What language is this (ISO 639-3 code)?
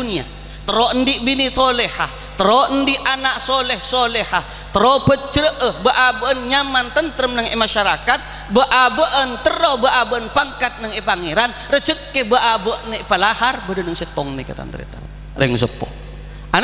mad